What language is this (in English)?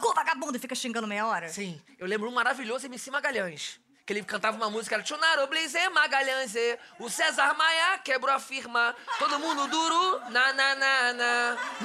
Portuguese